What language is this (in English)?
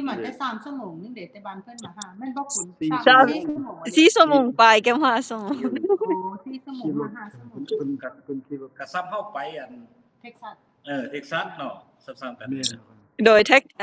Lao